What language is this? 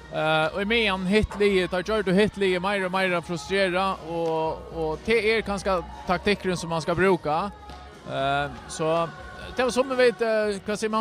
Faroese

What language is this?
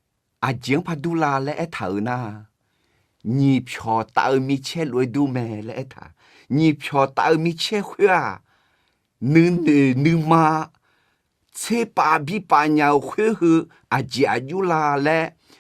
Akha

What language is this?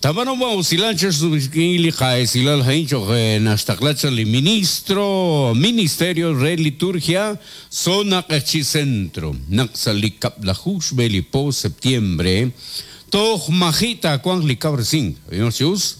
Kekchí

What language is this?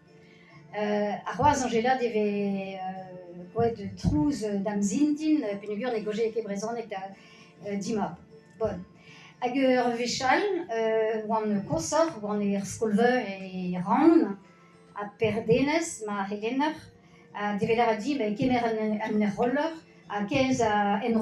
Breton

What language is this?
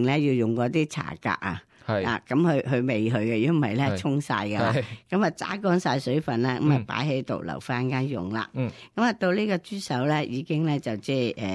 Cantonese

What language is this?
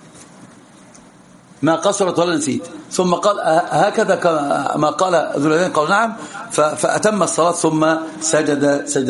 Arabic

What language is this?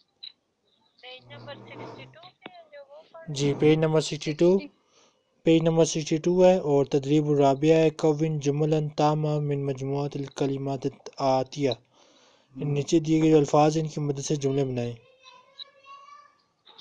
Urdu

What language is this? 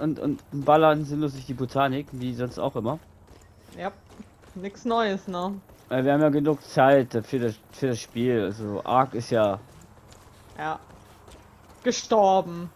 German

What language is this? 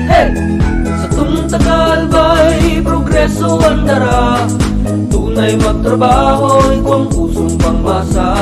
Bikol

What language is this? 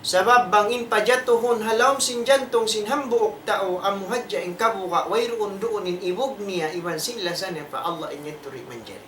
Tausug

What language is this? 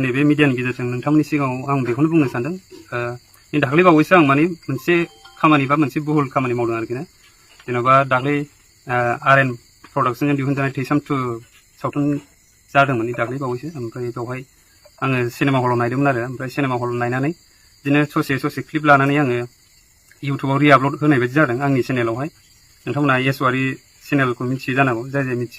Bodo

